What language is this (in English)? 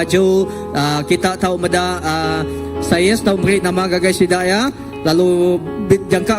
Iban